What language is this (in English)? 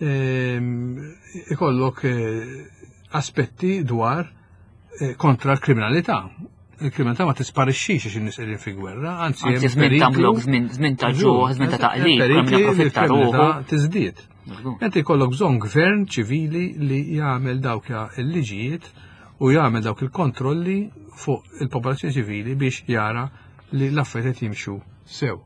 Maltese